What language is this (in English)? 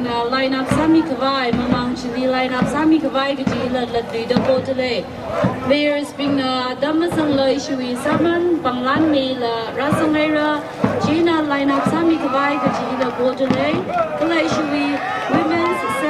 Tangkhul Naga (India)